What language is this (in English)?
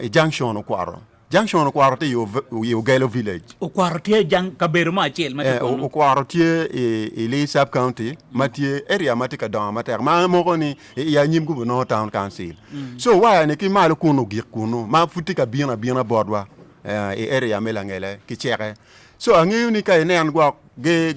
Acoli